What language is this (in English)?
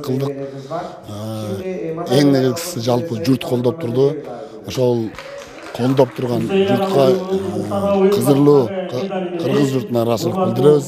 Kyrgyz